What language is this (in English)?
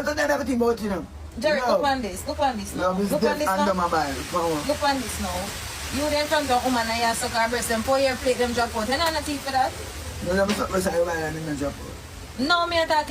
Jamaican Creole English